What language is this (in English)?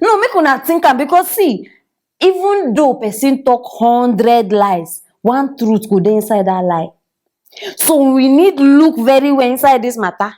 Nigerian Pidgin